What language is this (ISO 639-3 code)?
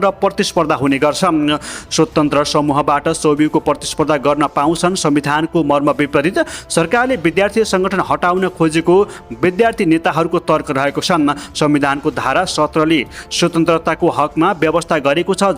nep